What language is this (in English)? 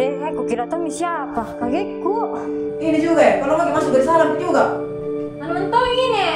Makassar Malay